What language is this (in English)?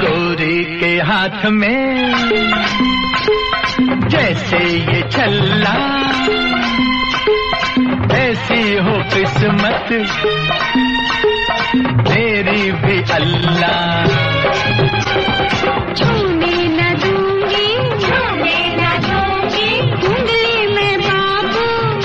Punjabi